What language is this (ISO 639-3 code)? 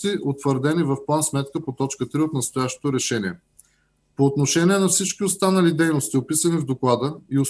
bul